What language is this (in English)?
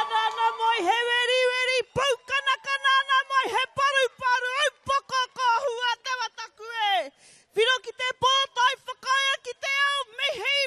Māori